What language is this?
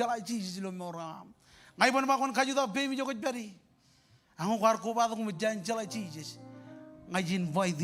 Marshallese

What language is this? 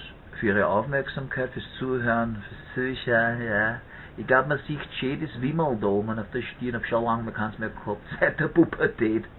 Bavarian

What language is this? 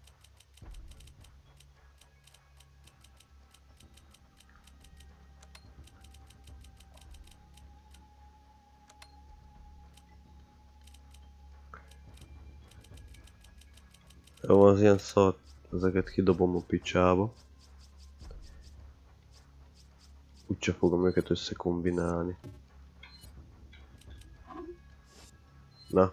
Hungarian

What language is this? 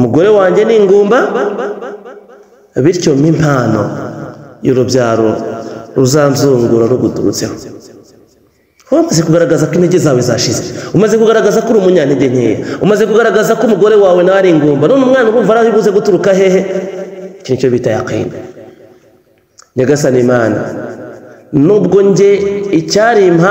Kinyarwanda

